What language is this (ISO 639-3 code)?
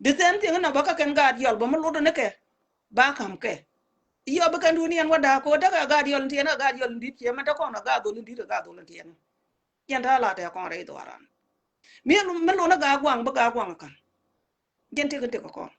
nus